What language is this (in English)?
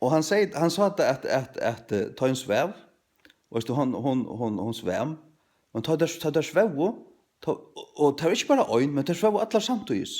Faroese